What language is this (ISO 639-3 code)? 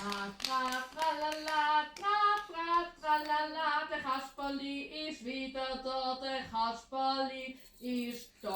gsw